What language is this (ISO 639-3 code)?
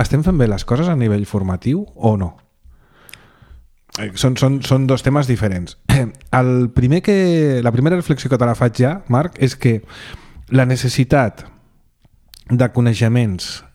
cat